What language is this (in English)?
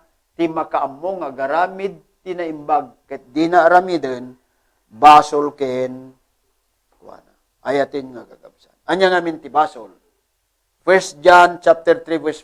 Iloko